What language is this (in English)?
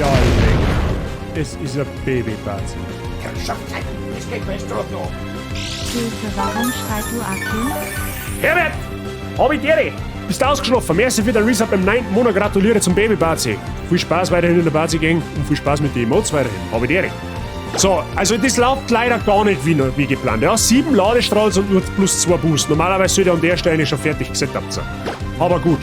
Bavarian